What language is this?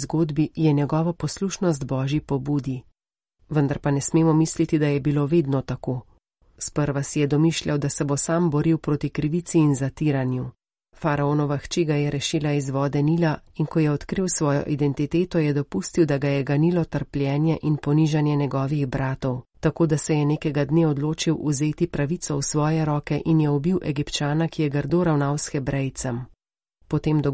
Slovenian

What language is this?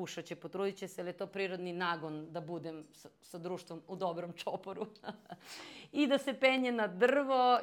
Serbian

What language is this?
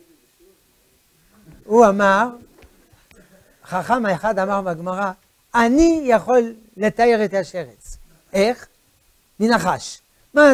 Hebrew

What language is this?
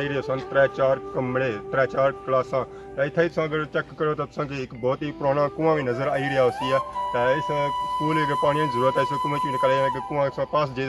Pahari-Potwari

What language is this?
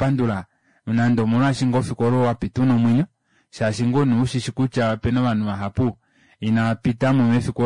Kuanyama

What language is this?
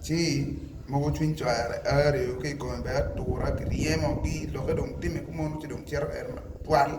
Acoli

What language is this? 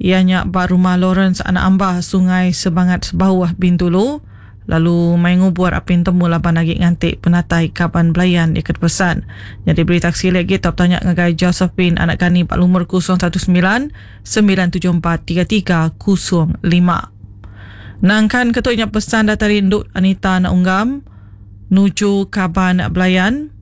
Iban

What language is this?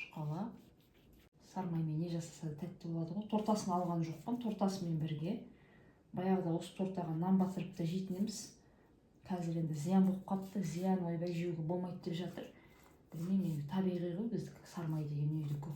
Kazakh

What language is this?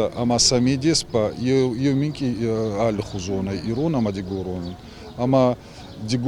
Ossetic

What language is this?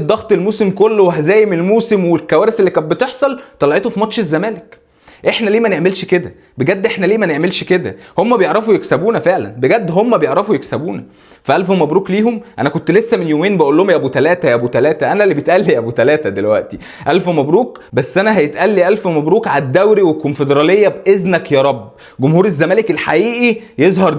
Egyptian Arabic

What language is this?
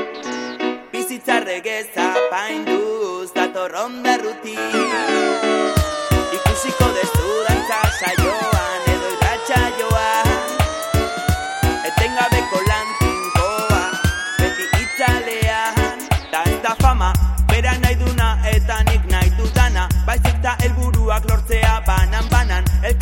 Basque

